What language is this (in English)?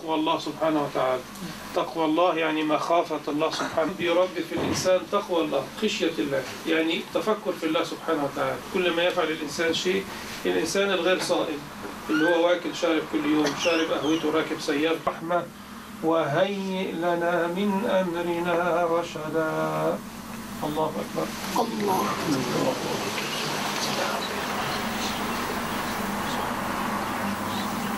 Swedish